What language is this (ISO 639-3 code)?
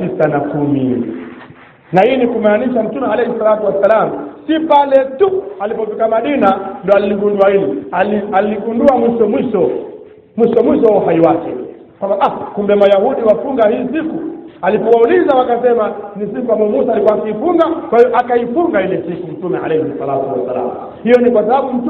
swa